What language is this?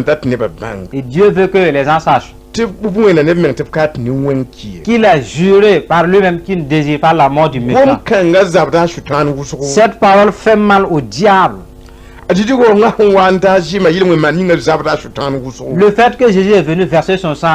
Mossi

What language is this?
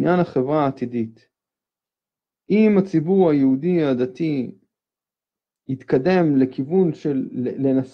Hebrew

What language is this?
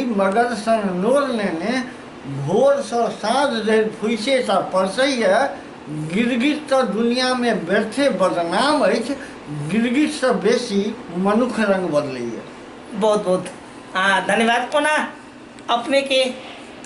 Maithili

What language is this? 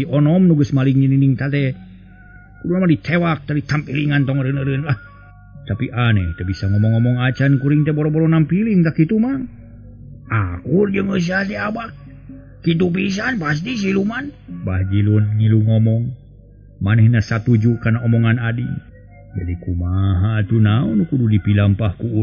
Sundanese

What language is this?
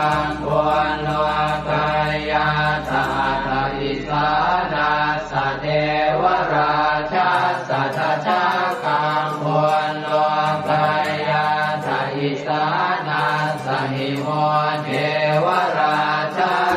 Pali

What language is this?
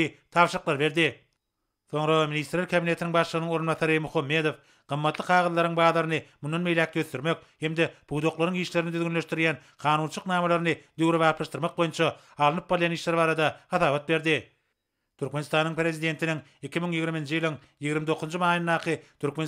Turkmen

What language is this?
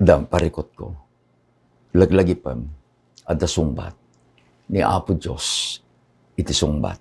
Iloko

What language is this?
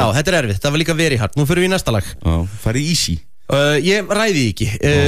Icelandic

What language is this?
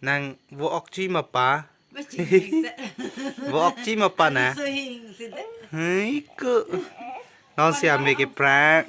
Karbi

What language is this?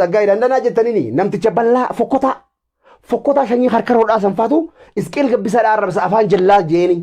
Oromo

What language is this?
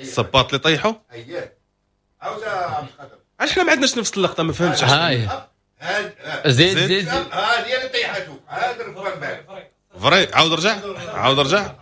Moroccan Arabic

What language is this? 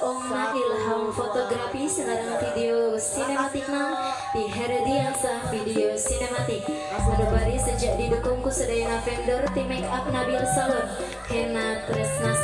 Sundanese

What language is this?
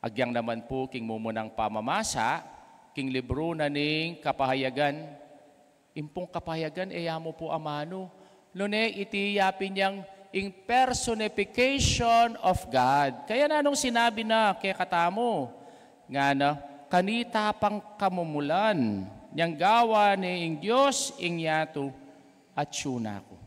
Pampanga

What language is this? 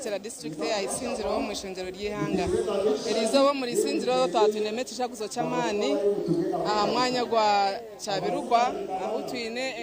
Nyankole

